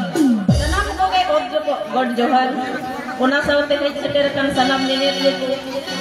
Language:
Santali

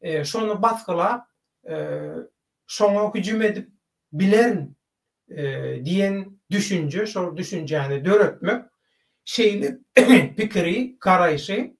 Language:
Turkmen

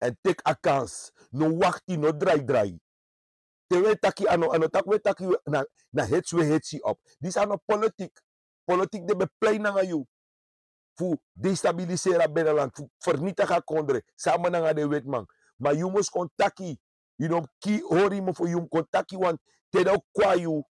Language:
Sranan Tongo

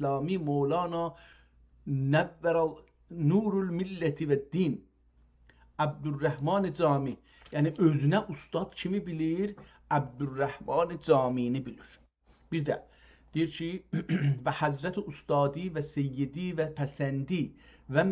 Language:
South Azerbaijani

